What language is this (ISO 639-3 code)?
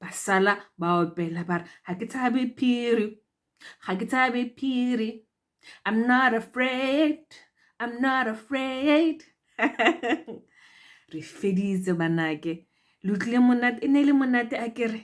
tsn